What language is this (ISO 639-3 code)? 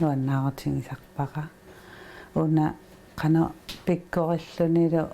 kal